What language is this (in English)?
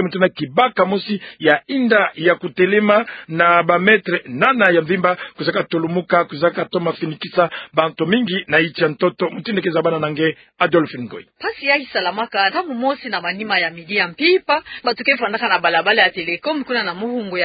Kituba (Democratic Republic of Congo)